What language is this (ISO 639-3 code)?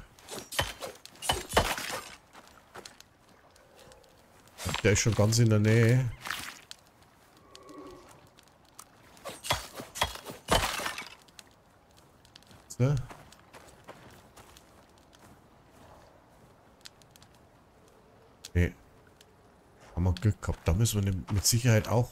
deu